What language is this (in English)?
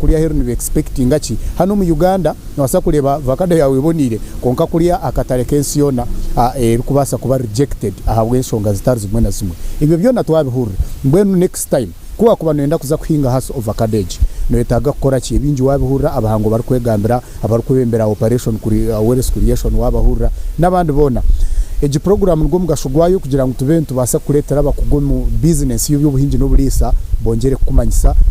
Nyankole